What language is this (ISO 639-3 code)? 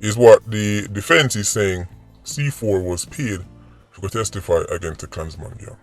jam